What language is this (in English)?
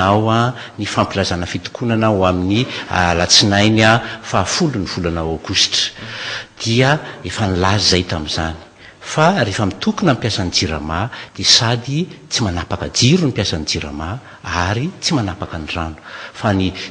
Malagasy